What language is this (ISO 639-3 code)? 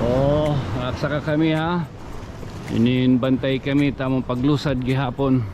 war